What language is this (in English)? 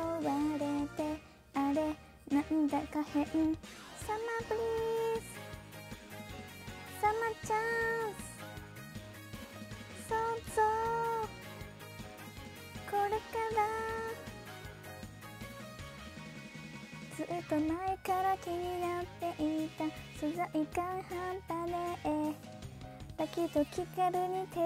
Japanese